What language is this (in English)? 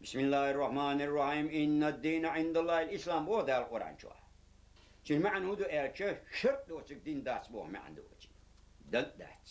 Chechen